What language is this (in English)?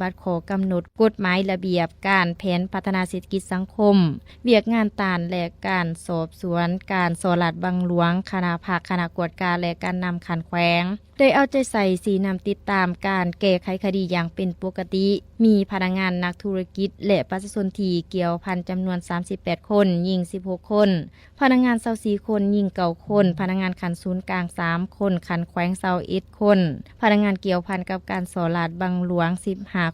Lao